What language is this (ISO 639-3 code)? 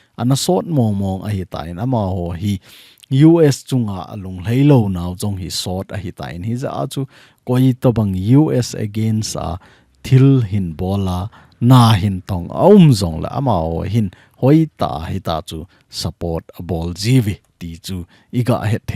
tcz